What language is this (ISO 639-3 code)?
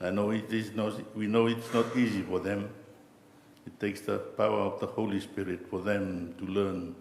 fij